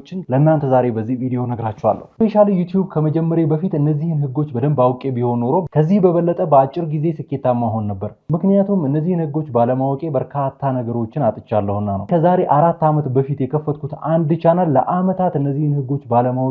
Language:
Amharic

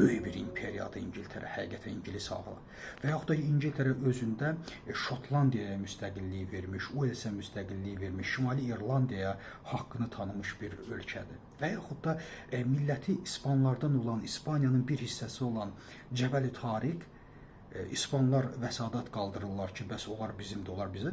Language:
Azerbaijani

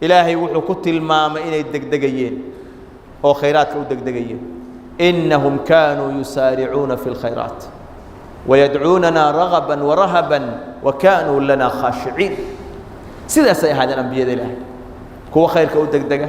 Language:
Somali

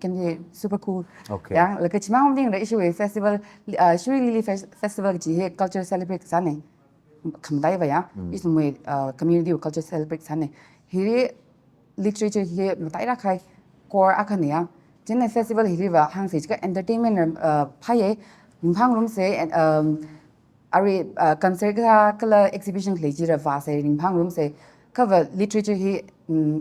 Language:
Tangkhul Naga (India)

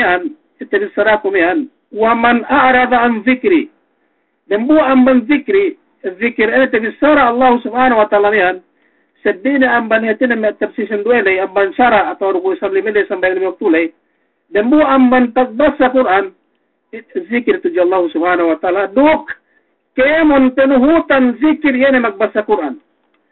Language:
Yakan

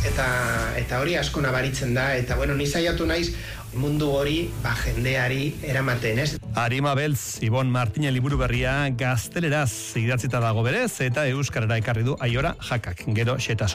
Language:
Basque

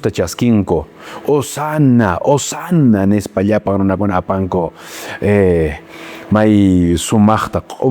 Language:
Quechua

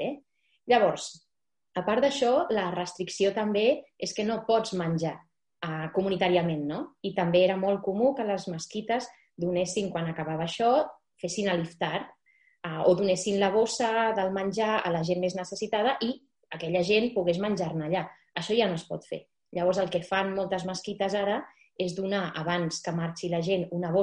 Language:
Catalan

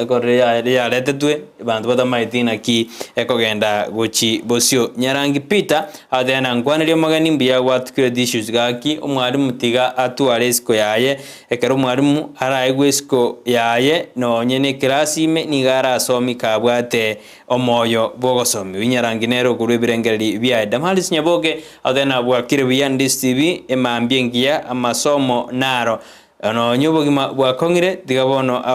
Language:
Gusii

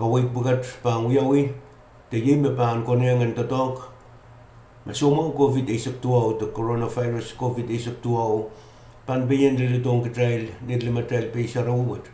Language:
Pohnpeian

